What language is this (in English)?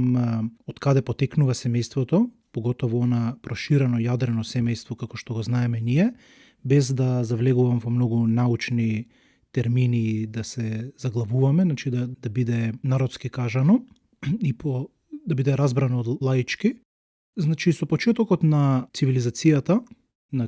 Macedonian